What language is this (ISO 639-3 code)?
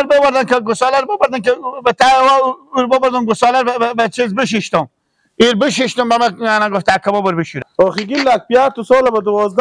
fas